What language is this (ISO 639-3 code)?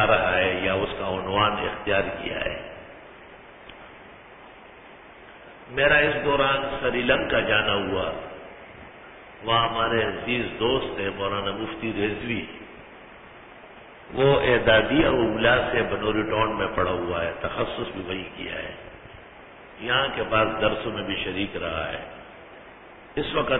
urd